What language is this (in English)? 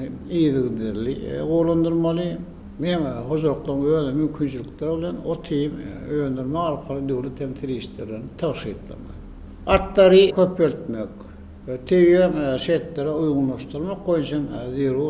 Turkmen